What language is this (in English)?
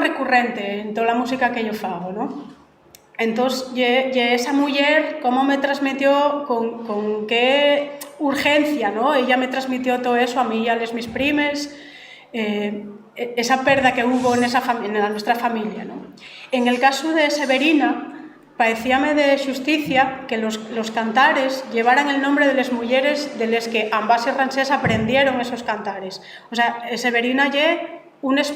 Asturian